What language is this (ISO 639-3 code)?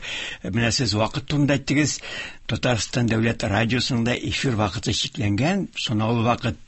tat